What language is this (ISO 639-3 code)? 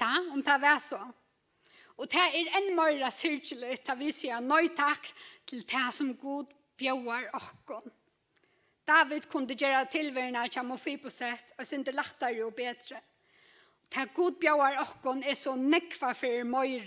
fao